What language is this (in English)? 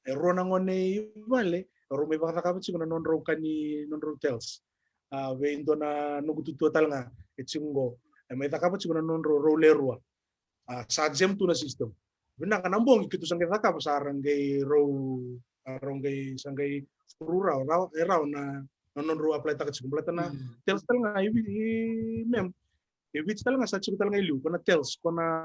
Fijian